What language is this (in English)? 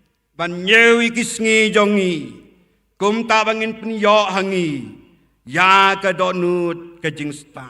Khasi